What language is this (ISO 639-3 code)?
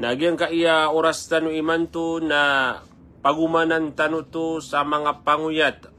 mrw